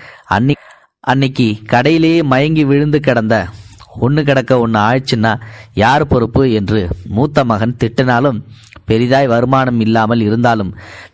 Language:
Tamil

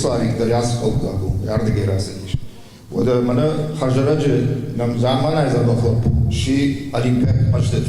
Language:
Ossetic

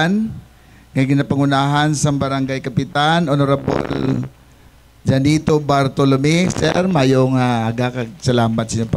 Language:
Hiligaynon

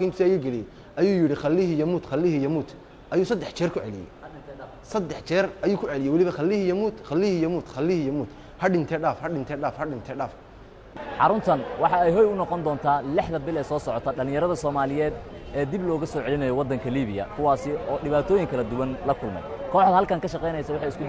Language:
Somali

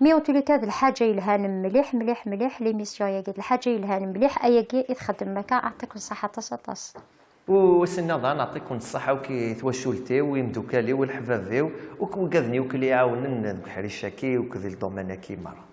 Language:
Kabyle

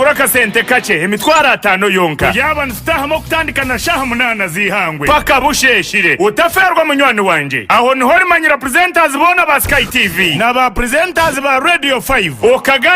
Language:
Nyankole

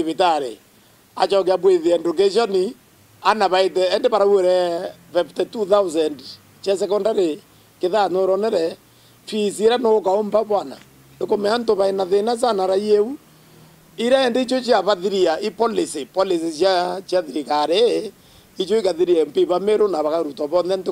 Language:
Meru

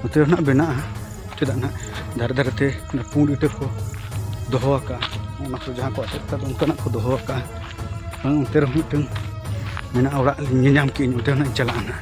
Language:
Santali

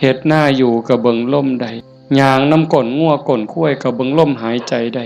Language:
Northeastern Thai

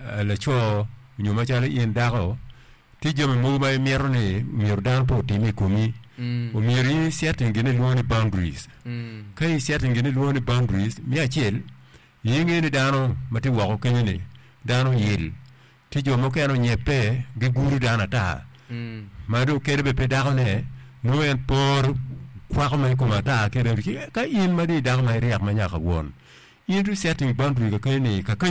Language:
Acoli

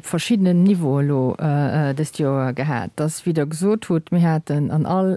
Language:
Luxembourgish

